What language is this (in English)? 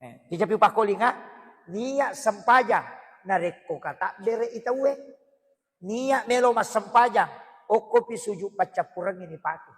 Buginese